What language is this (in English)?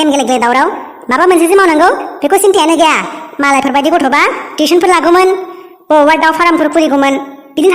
Bodo